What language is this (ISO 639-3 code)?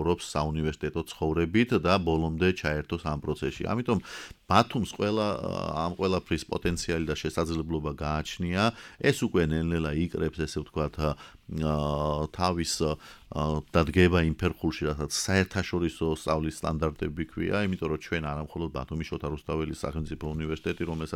kat